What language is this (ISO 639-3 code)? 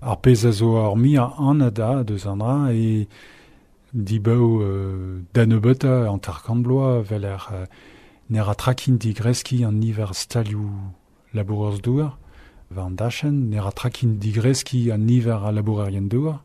bre